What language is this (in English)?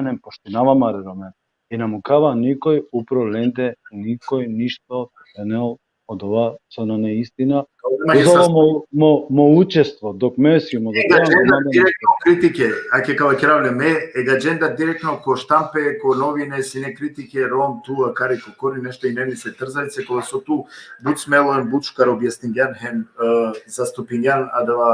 Balkan Romani